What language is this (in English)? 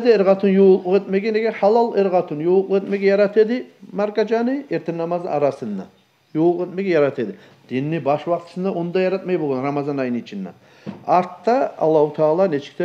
Kumyk